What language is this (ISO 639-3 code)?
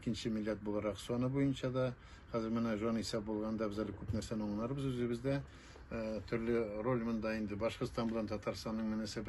tat